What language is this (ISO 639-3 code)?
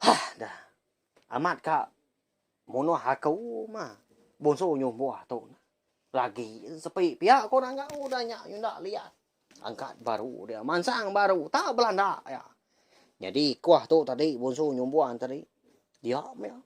iba